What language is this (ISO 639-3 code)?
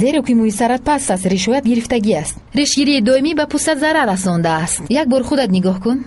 tgk